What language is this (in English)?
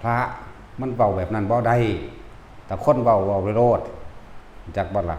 Northeastern Thai